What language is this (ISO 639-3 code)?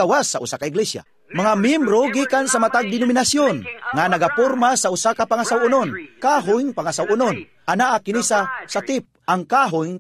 ceb